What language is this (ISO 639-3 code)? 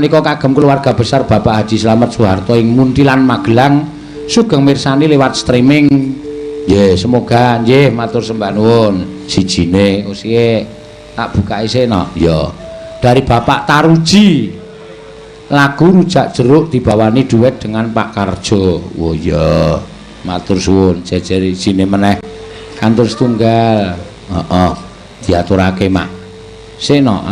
jav